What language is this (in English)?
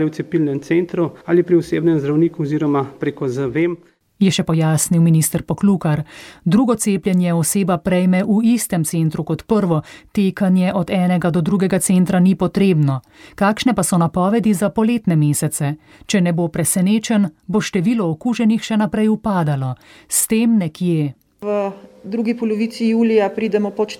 Slovenian